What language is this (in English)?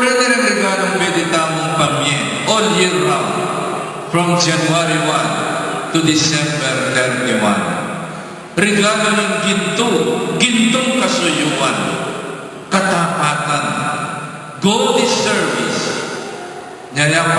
Pampanga